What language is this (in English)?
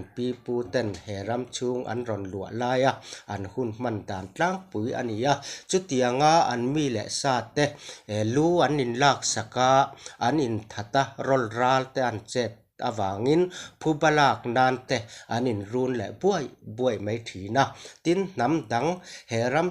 Mizo